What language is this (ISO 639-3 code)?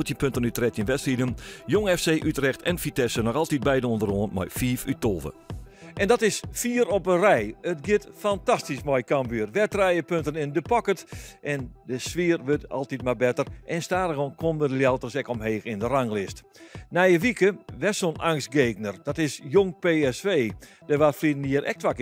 fry